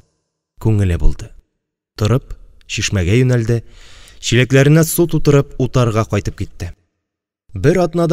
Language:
Tatar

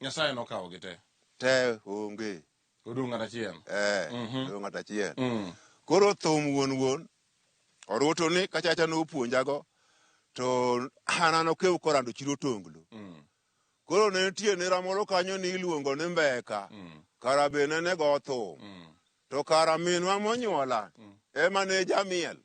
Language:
Luo (Kenya and Tanzania)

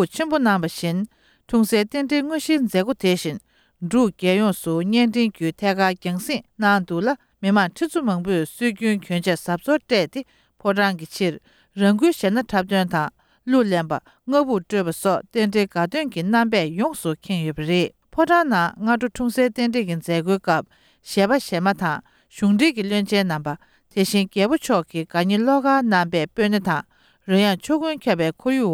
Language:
Tibetan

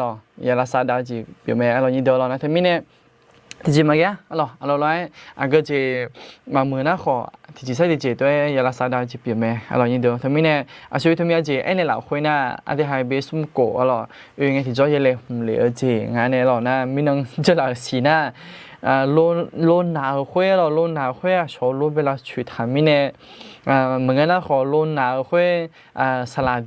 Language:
Akha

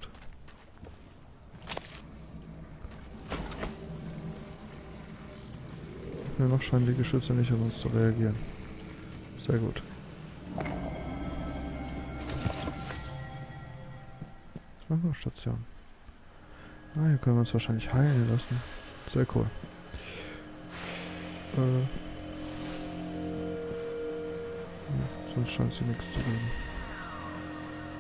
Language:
German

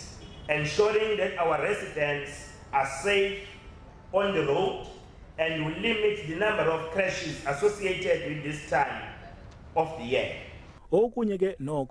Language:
Zulu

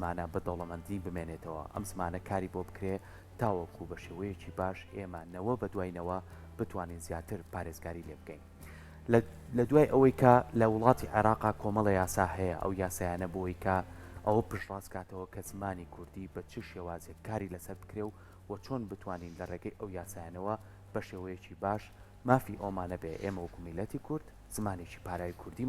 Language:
Central Kurdish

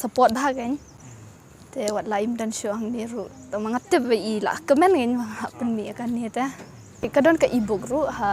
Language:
Khasi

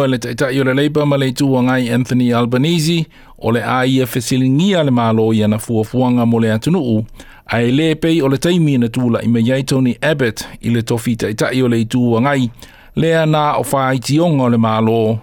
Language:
Samoan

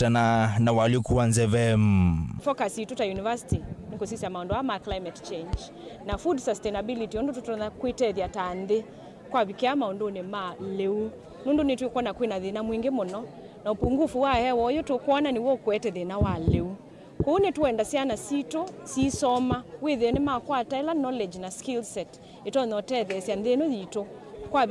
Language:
Kamba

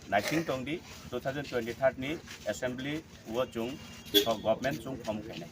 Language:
Riang (India)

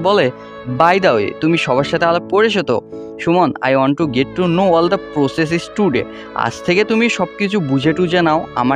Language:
Bangla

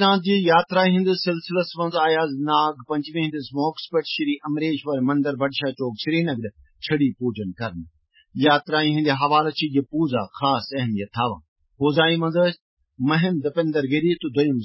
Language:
Kashmiri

